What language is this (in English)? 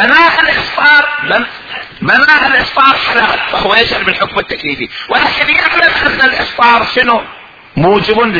Mesopotamian Arabic